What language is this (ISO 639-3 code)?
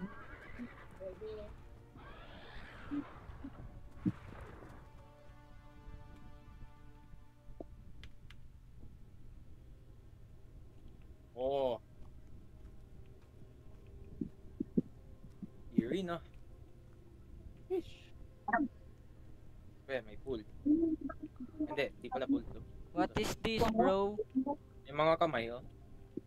fil